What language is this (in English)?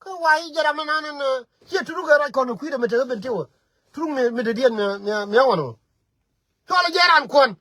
Nuer